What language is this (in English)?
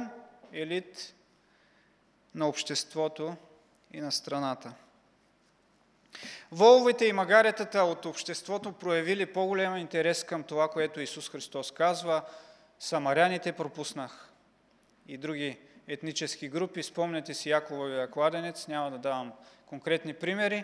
Bulgarian